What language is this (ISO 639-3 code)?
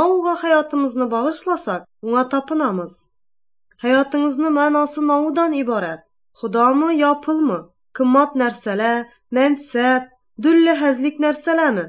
aze